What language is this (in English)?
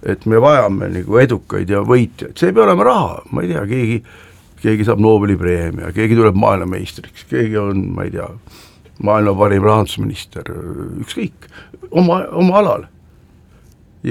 Estonian